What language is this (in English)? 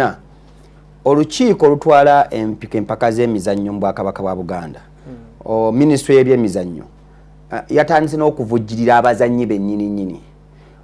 Ganda